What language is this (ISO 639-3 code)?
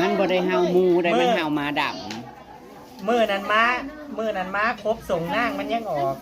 tts